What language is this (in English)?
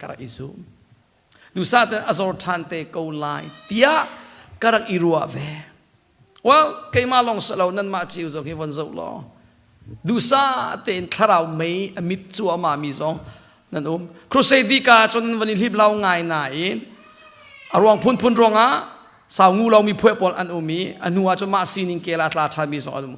Hakha Chin